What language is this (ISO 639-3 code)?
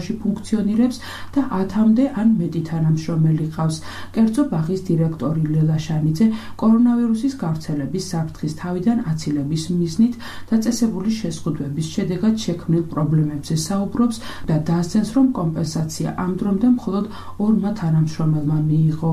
kat